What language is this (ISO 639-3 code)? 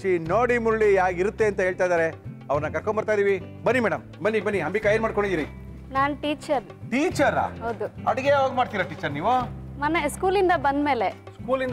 kan